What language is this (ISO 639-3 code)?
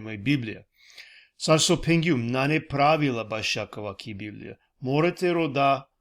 rmn